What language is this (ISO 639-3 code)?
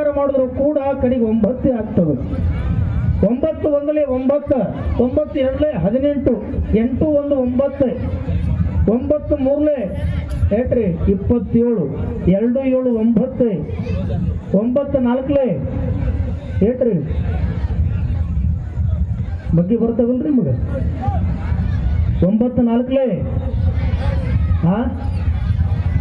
kan